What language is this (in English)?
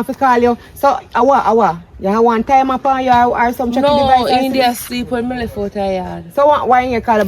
Jamaican Creole English